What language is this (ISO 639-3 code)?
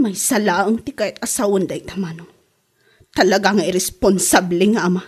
ilo